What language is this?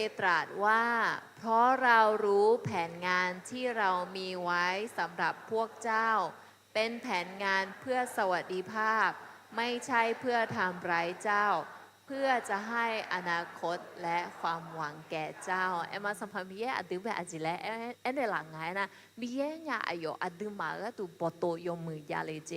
Akha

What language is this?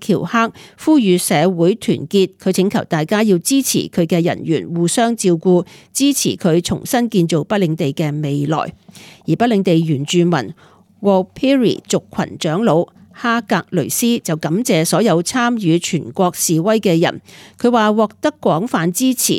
Cantonese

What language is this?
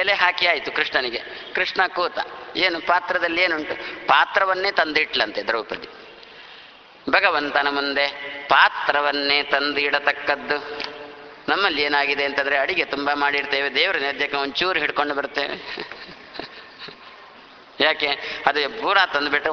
Kannada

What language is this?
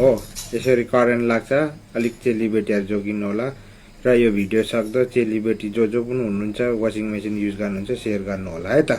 Nepali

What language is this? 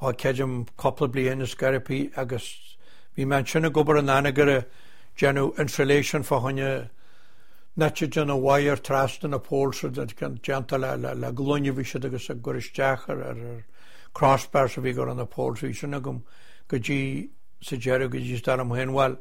Irish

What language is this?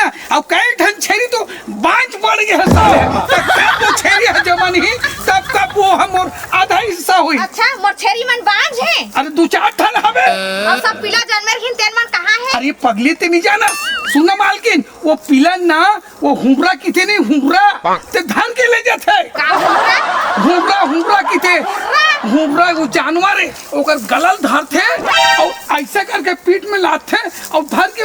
Chhattisgarhi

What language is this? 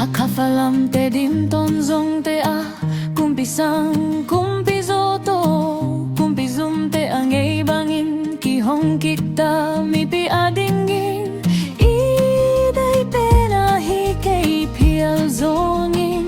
Tedim Chin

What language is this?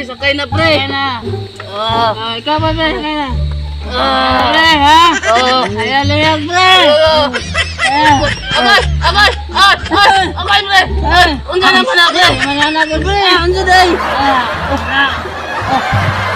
Cebuano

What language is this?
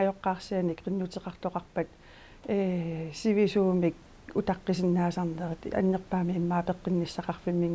Kalaallisut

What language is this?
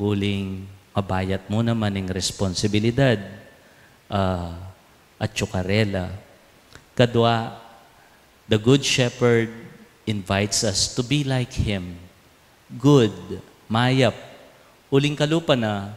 Pampanga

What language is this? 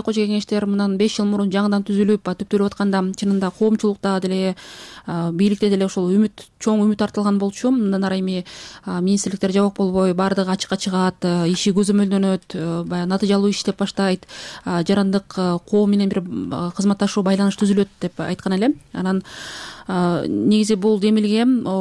Kyrgyz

